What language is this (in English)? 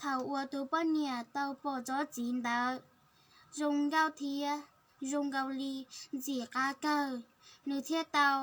Hmong